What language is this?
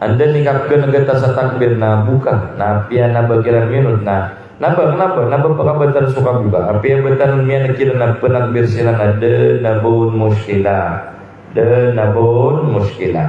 Maranao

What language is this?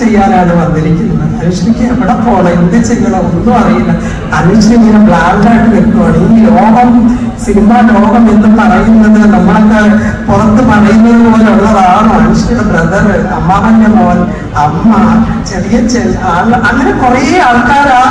Malayalam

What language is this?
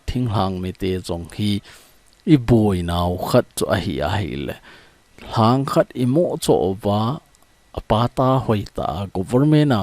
Thado Chin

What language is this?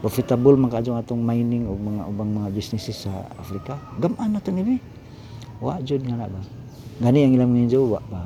Cebuano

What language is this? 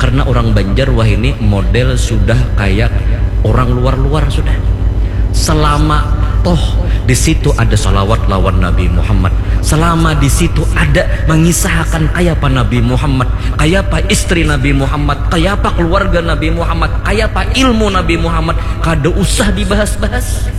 Banjar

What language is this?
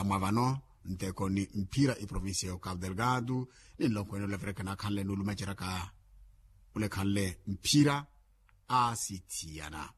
Makhuwa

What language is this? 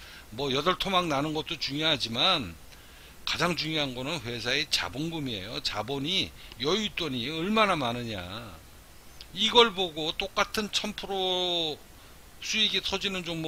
Korean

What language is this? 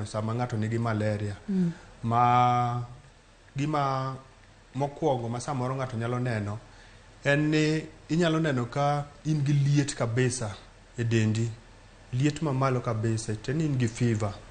Luo (Kenya and Tanzania)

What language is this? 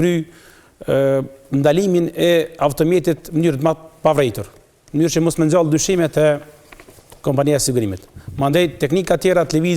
Albanian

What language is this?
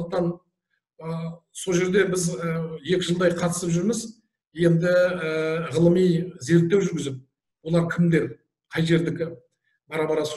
Kazakh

